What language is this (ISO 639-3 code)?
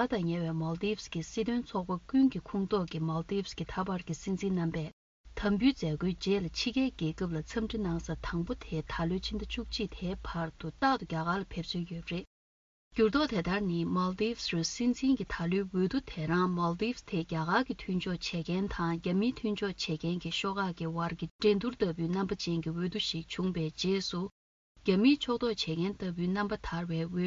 bod